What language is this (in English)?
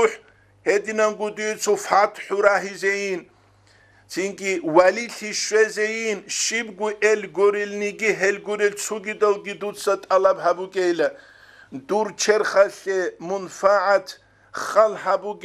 Avaric